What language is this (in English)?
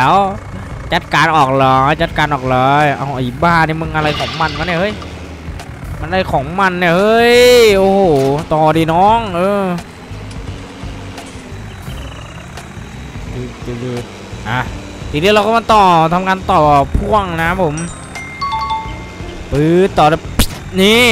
Thai